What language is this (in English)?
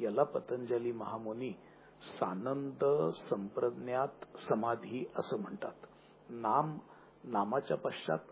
Marathi